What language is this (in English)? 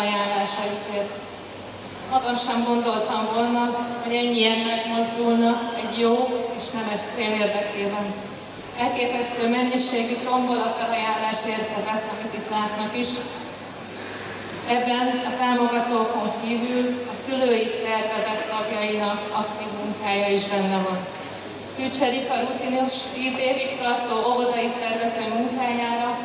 Hungarian